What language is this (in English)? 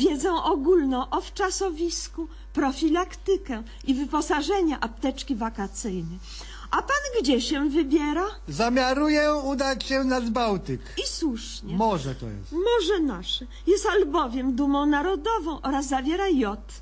Polish